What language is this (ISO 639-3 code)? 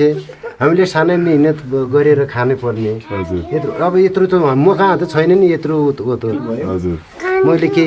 nep